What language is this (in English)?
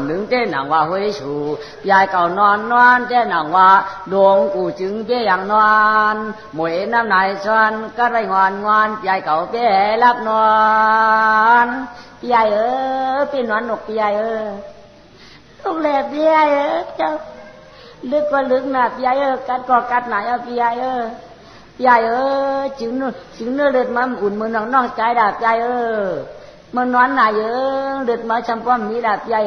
Shan